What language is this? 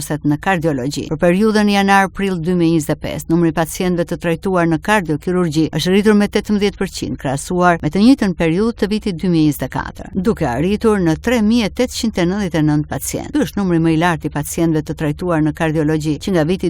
Albanian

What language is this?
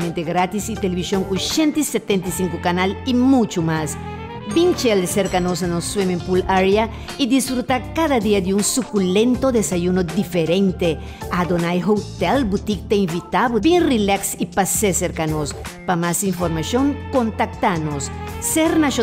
Papiamento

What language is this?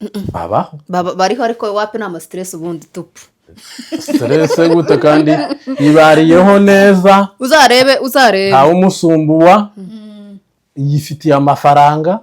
Kinyarwanda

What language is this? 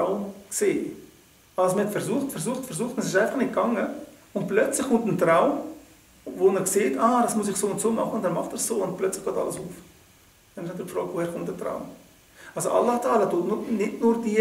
Swiss German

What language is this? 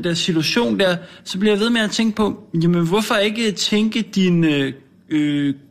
Danish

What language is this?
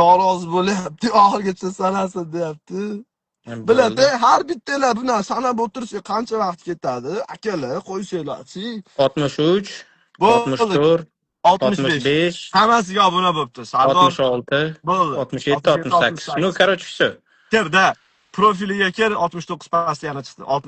Uzbek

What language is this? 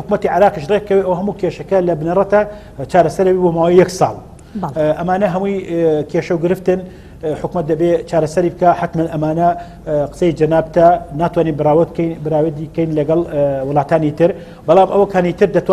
Central Kurdish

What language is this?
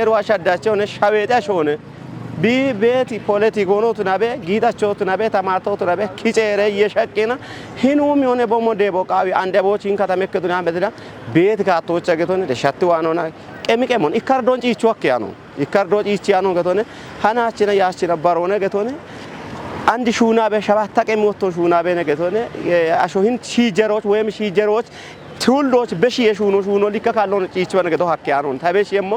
Kafa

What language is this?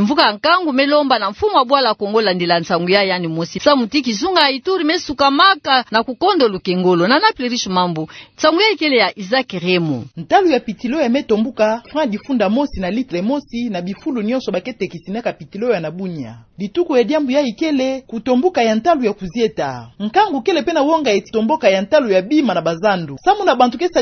Kituba (Democratic Republic of Congo)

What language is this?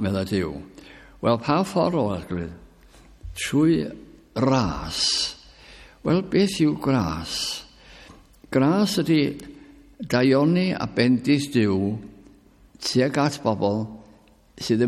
Welsh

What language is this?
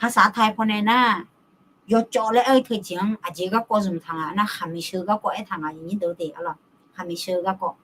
Akha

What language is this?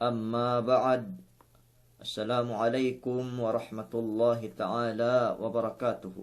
Yakan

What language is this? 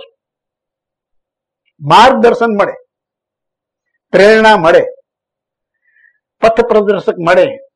Gujarati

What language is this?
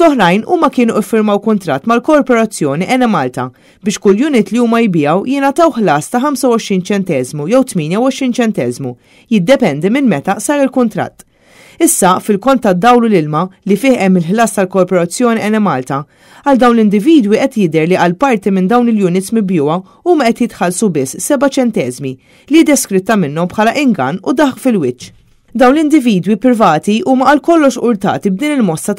Maltese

